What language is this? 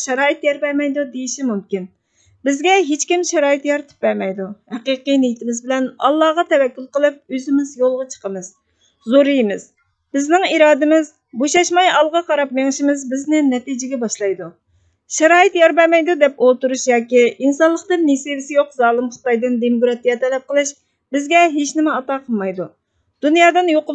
Uyghur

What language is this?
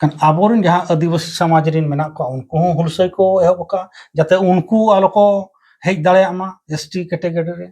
Santali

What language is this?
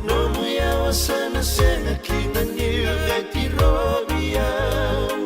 Fijian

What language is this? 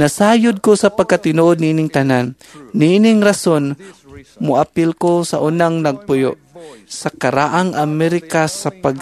Cebuano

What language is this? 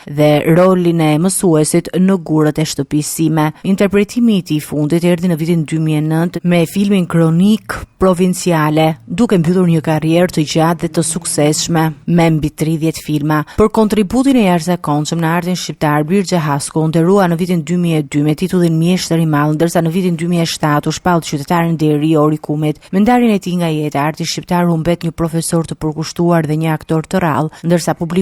Albanian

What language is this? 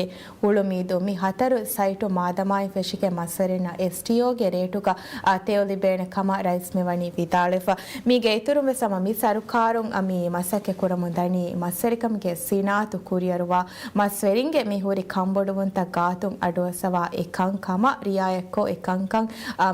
Divehi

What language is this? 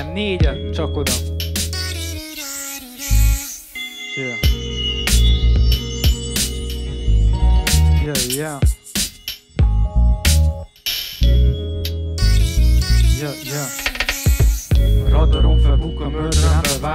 Hungarian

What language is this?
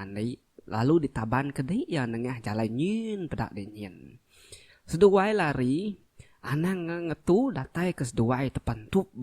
Iban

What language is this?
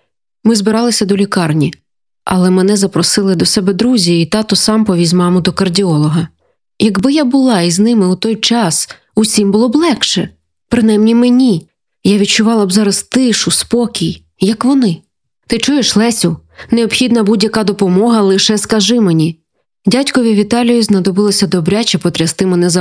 Ukrainian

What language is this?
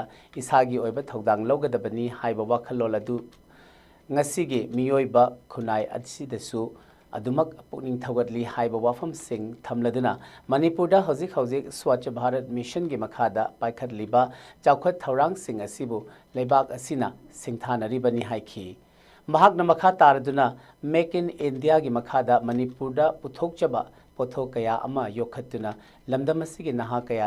Manipuri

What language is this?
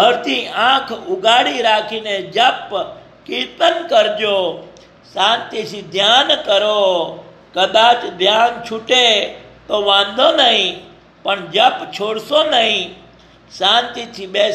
Gujarati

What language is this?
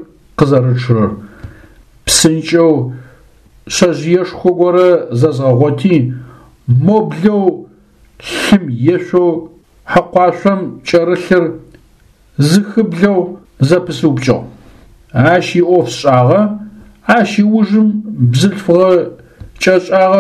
Adyghe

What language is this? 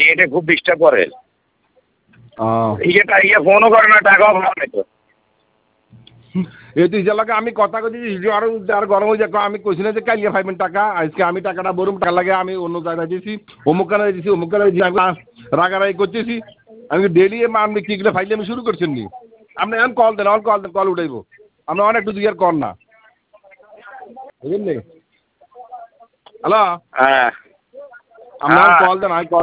Bangla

